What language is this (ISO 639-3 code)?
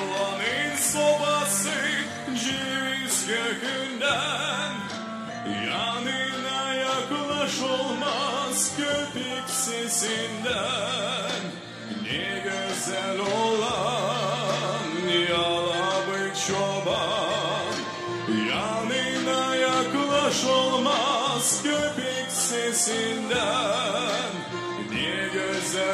gag